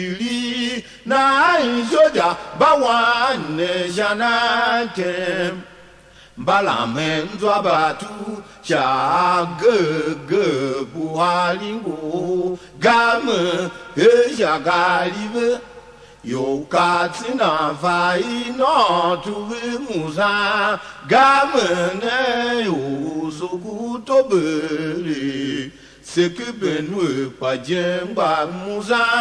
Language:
Tiv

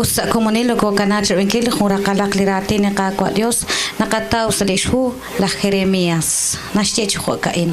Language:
Kekchí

